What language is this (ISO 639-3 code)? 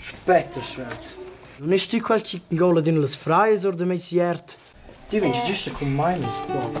roh